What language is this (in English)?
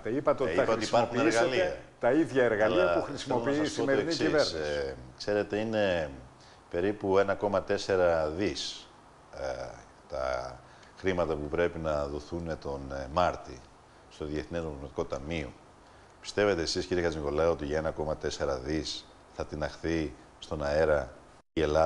Greek